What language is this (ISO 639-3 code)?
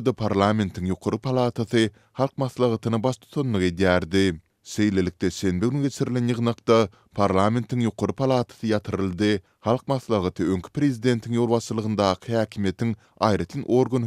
tuk